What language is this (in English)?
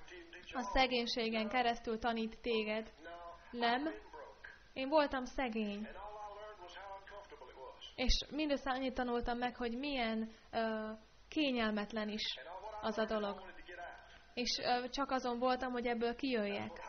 Hungarian